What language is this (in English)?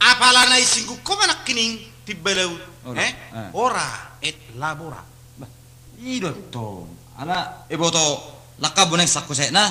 Batak Toba